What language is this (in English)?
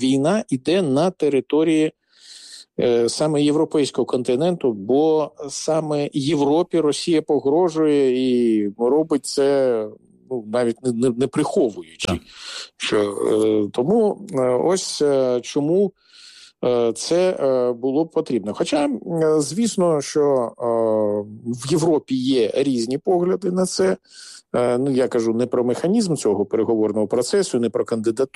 Ukrainian